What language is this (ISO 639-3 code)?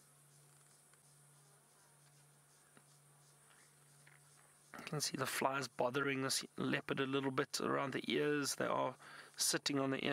eng